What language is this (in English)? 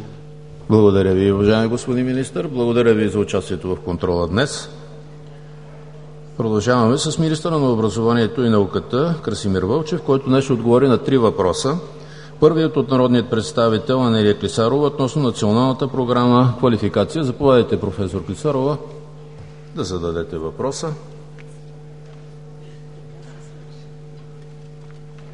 Bulgarian